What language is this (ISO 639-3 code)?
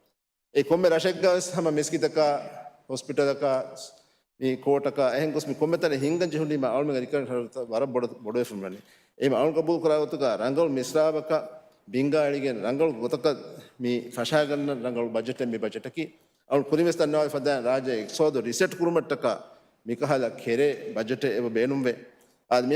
div